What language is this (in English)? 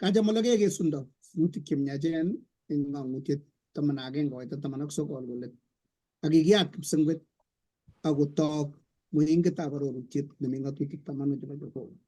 Kalenjin